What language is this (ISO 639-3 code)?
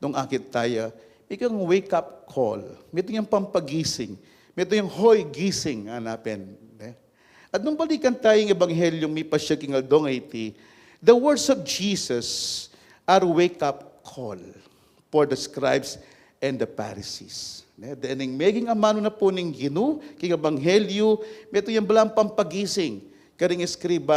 pam